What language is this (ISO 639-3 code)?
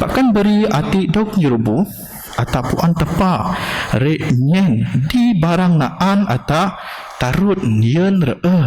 bth